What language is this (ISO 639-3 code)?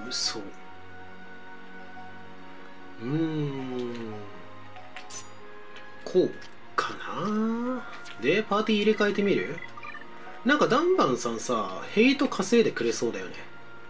jpn